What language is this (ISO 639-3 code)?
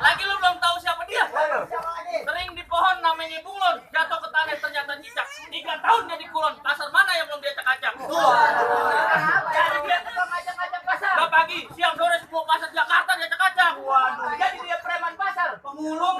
bew